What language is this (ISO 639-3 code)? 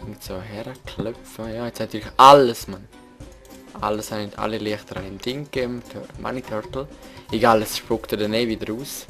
gsw